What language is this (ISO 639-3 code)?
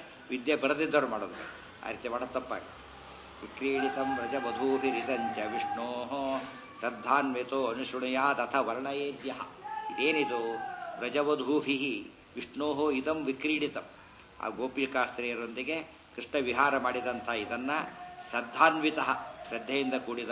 kan